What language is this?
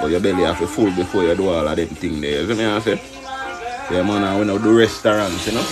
Jamaican Creole English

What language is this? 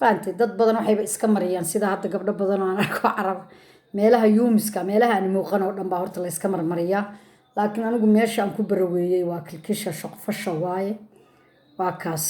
Somali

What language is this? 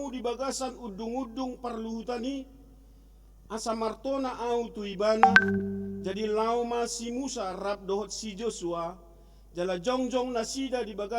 Batak Toba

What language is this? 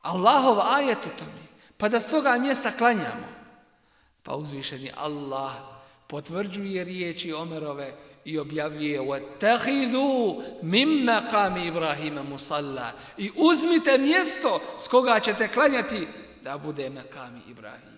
Bosnian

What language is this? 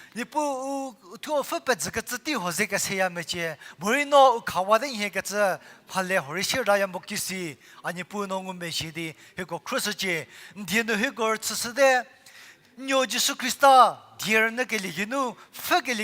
Angami Naga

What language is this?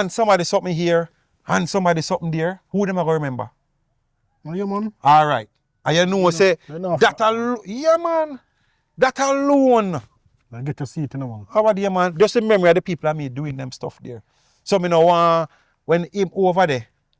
Jamaican Creole English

